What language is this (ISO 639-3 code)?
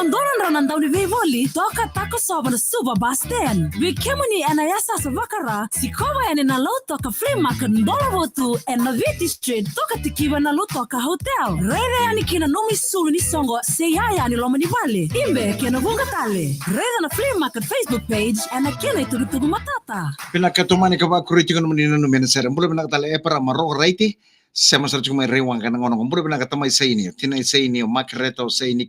fij